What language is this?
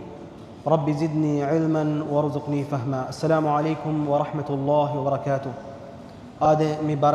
Divehi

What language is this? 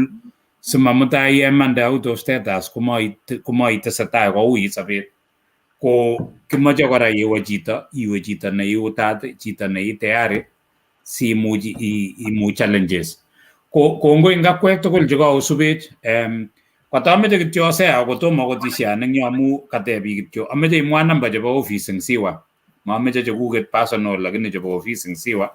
Kalenjin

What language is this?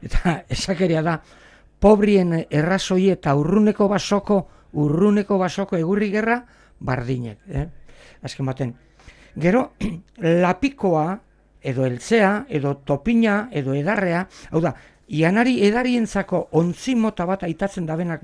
Basque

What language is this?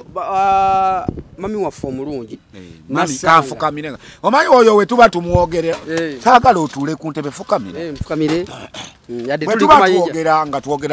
Ganda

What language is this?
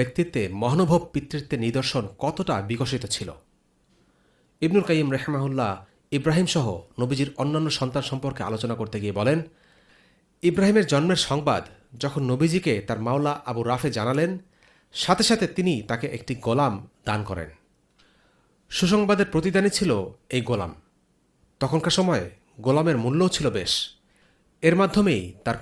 Bangla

